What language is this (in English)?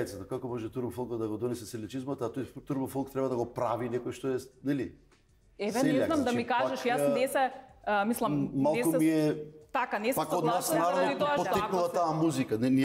Macedonian